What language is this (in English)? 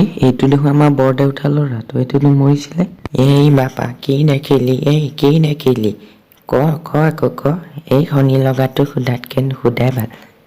Assamese